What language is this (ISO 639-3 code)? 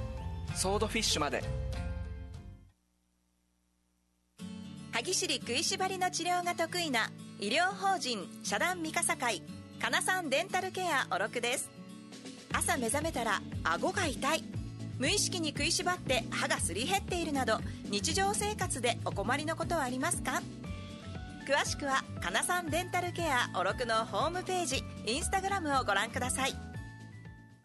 jpn